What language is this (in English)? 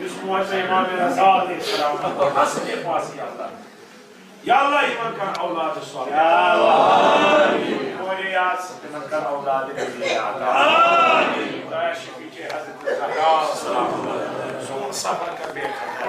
Kashmiri